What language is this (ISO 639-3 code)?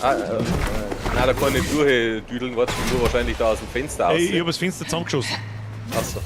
bar